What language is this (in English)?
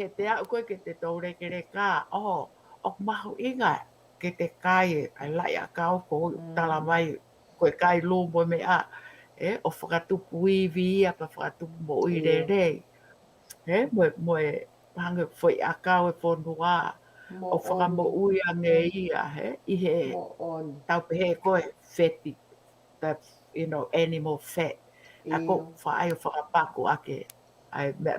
Tongan